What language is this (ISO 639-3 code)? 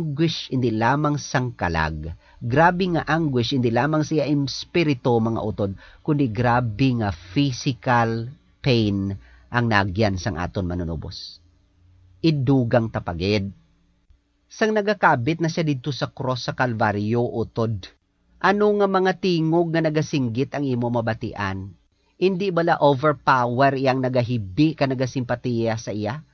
hil